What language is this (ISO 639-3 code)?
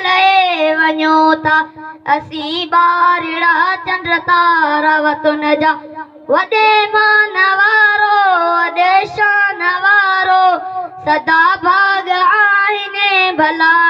snd